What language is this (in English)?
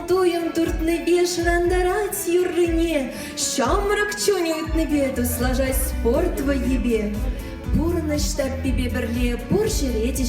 Chuvash